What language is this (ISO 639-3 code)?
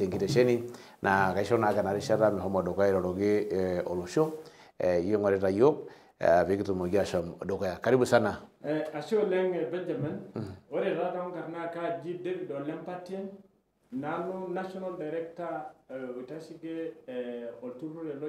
mas